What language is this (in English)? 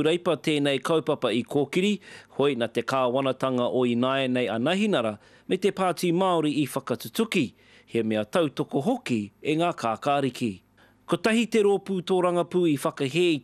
Māori